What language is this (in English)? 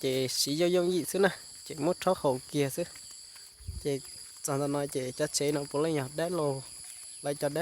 Hmong